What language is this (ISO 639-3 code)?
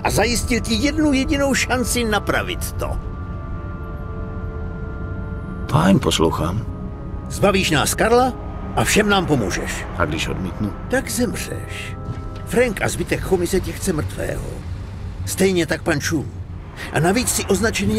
ces